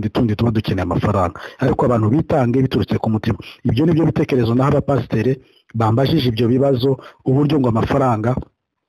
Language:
Kinyarwanda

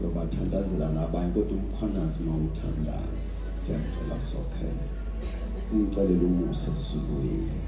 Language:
Zulu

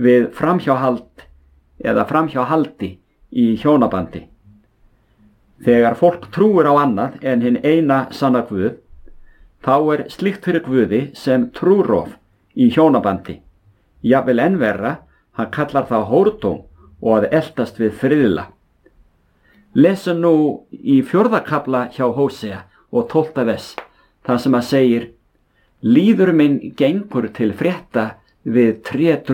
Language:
Icelandic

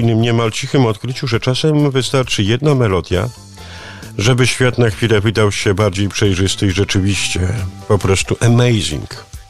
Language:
Polish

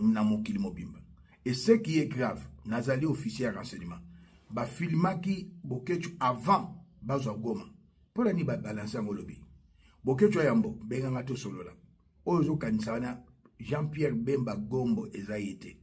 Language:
Lingala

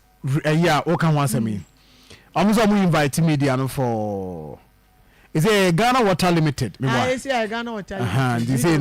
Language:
Akan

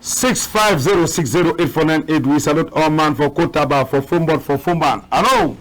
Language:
Cameroon Pidgin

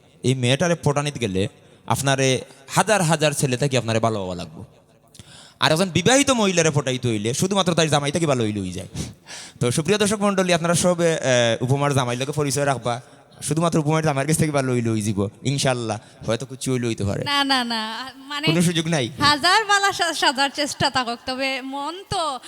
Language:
Sylheti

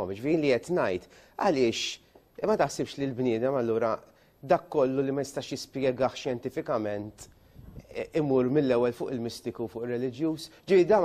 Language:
Maltese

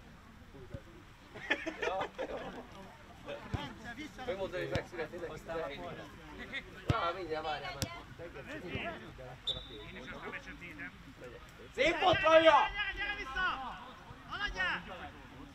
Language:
Hungarian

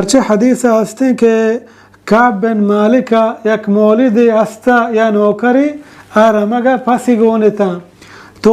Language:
Baluchi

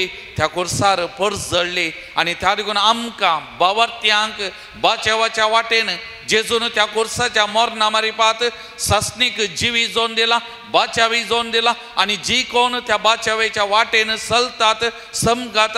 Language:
Konkani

